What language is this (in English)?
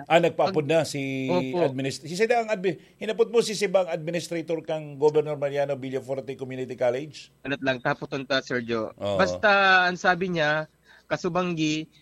Bikol